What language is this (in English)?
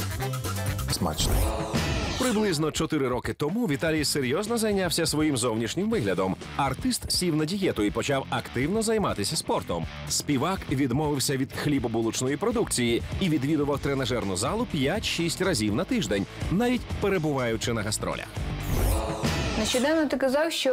Ukrainian